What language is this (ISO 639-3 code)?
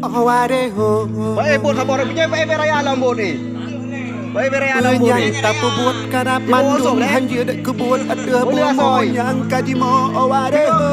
ace